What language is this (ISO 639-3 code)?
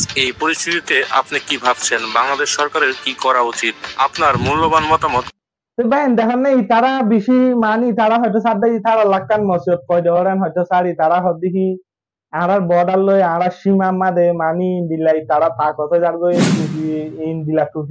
rhg